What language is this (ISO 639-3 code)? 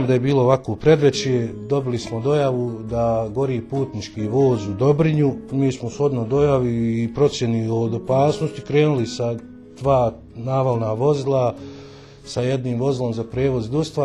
bos